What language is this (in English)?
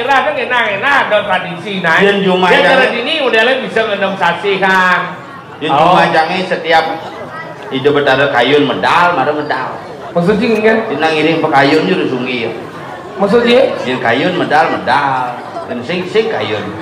Balinese